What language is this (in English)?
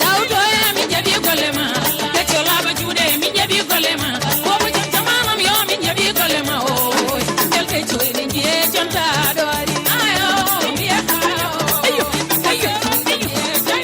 Fula